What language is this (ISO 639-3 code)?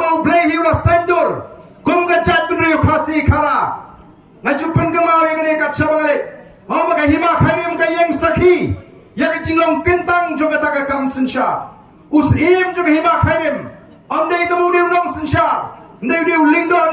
kha